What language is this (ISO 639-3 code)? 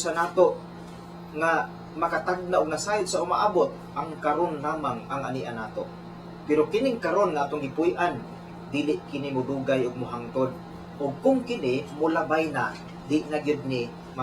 ceb